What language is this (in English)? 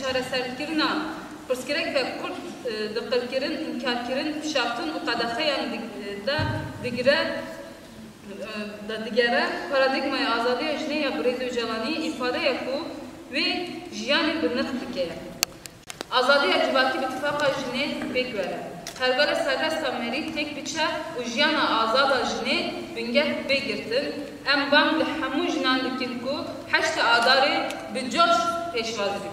Kurdish